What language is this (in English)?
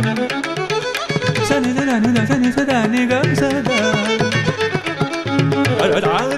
Tamil